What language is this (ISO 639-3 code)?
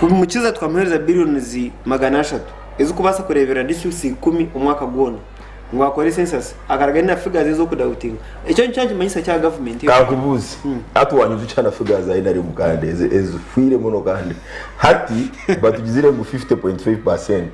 nyn